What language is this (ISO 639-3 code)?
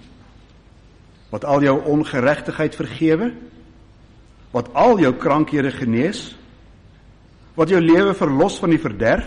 afr